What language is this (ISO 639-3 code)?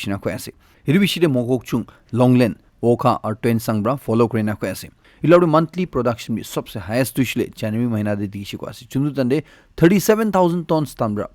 nag